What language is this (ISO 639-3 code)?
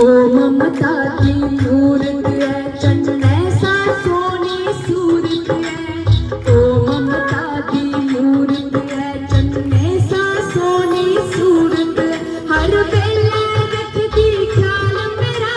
doi